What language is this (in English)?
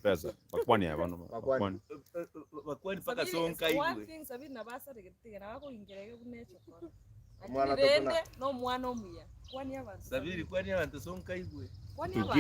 Gusii